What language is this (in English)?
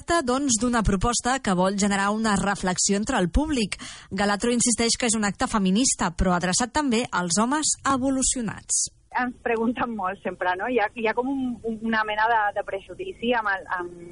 Catalan